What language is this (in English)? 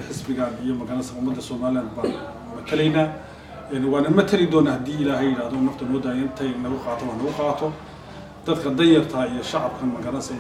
Somali